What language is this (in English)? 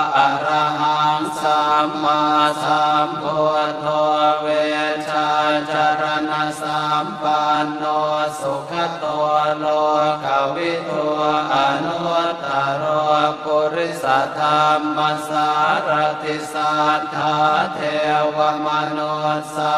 Pali